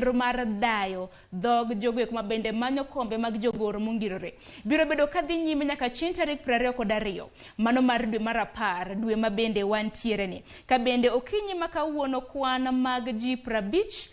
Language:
Luo (Kenya and Tanzania)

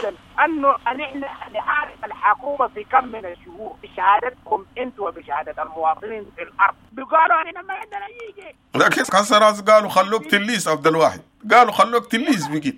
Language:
Sudanese Arabic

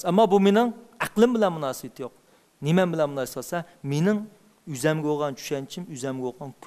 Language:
Uyghur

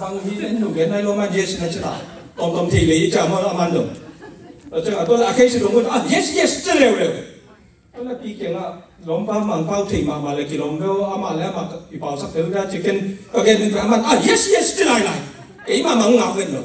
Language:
Tedim Chin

